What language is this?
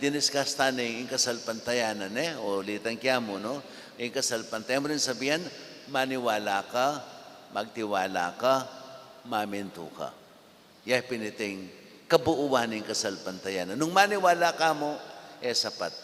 Pampanga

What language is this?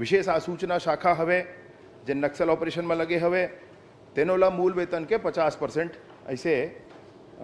Chhattisgarhi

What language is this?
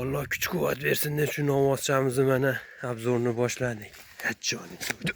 Uzbek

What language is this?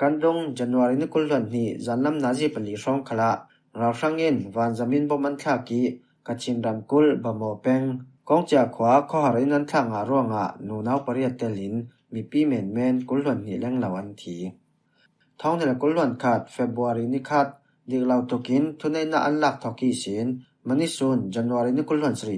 Falam Chin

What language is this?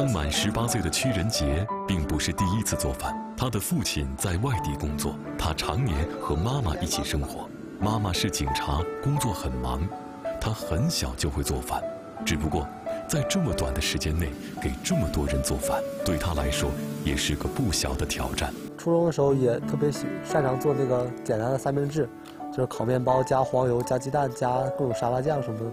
Chinese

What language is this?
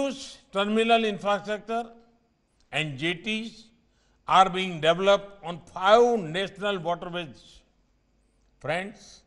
English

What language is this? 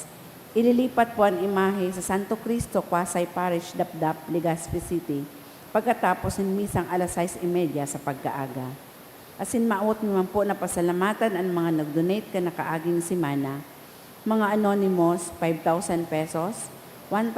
Bikol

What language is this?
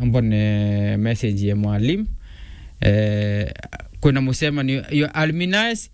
Meru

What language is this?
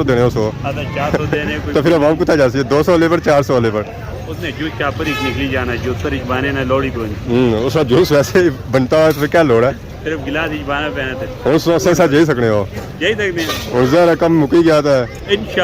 Pahari-Potwari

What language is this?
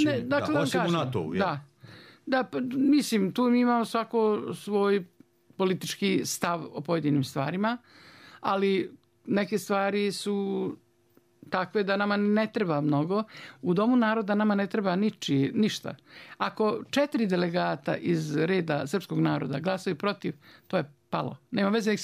Bosnian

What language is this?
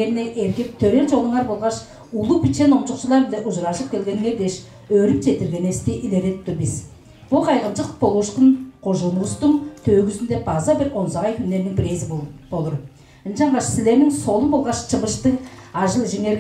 Tuvinian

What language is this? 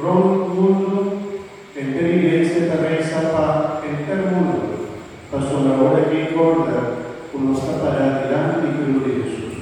Papiamento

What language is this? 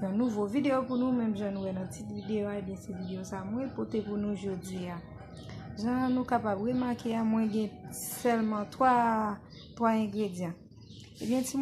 Haitian Creole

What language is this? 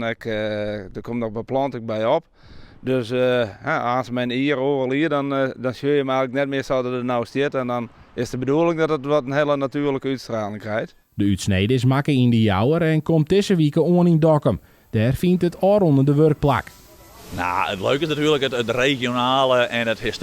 Western Frisian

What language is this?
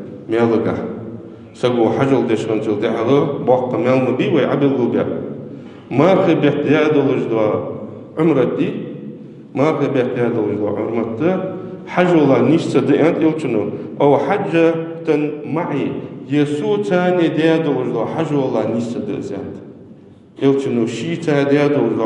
Ingush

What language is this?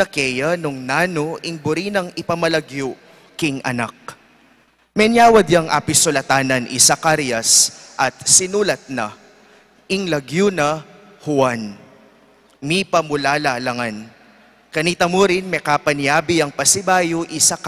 Pampanga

